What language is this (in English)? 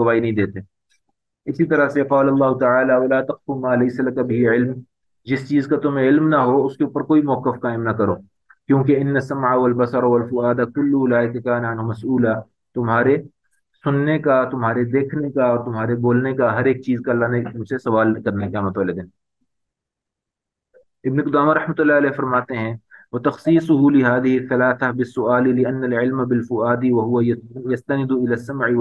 Urdu